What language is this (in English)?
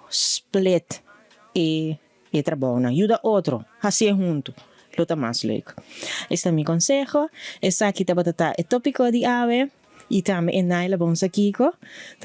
Papiamento